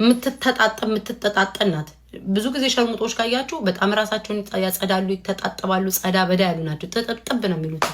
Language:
Amharic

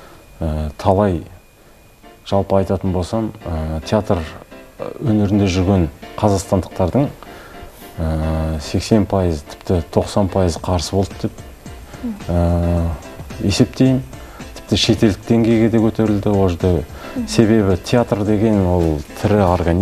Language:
Kazakh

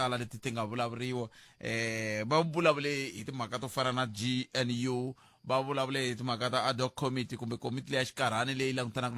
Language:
Tsonga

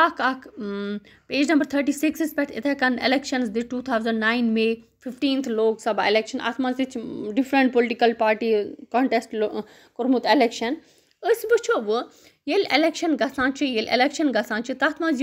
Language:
Kashmiri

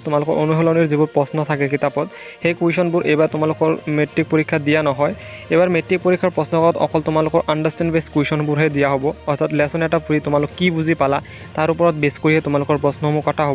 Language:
Assamese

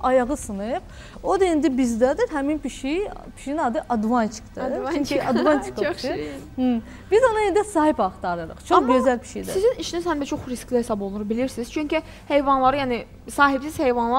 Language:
Azerbaijani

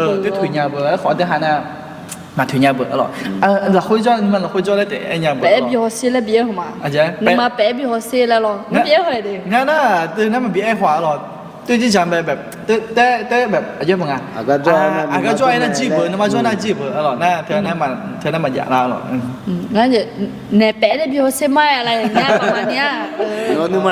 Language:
Akha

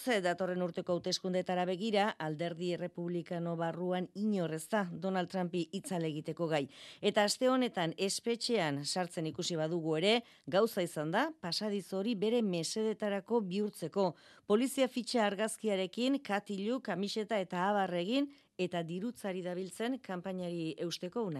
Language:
Basque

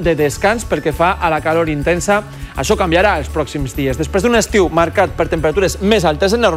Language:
Catalan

